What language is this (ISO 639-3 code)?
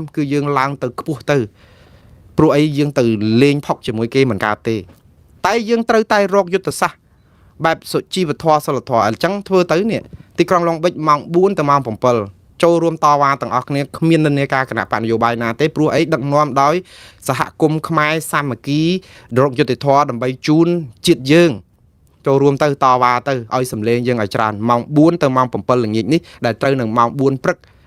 khm